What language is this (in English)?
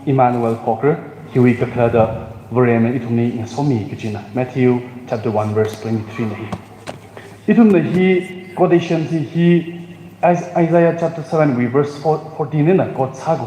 Tangkhul Naga (India)